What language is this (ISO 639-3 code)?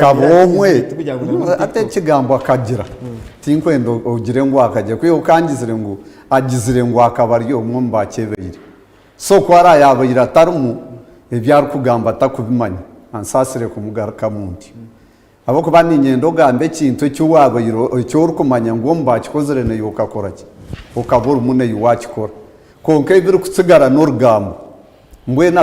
nyn